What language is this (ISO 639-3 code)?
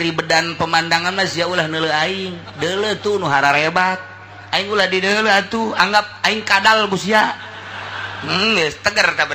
sun